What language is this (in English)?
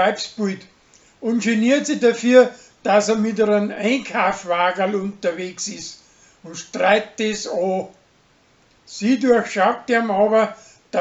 Bavarian